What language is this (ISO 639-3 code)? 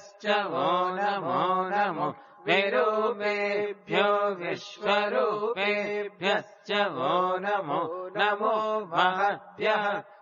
san